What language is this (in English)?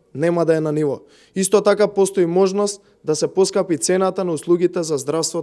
Macedonian